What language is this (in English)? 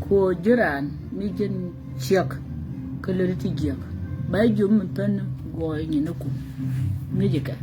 Nuer